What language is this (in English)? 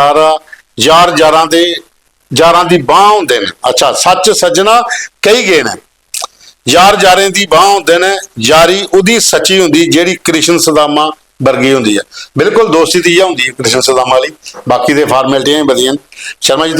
Dogri